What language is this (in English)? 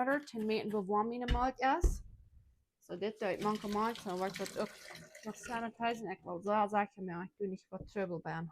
Plautdietsch